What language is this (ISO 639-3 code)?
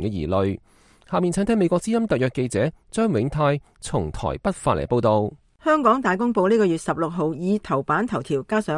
yue